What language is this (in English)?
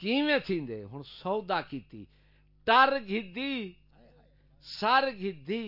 Saraiki